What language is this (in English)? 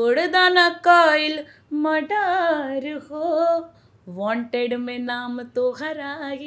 Bhojpuri